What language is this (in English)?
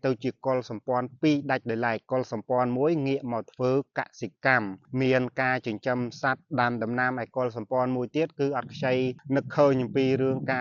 Khmer